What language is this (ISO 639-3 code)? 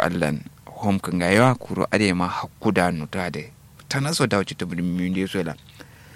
kau